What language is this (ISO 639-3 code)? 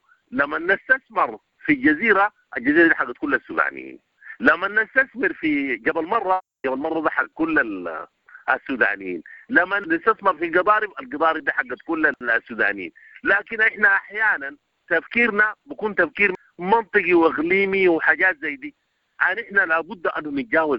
apd